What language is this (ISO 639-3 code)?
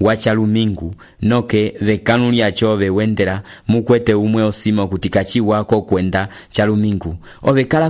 umb